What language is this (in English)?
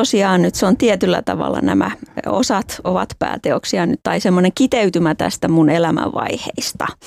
Finnish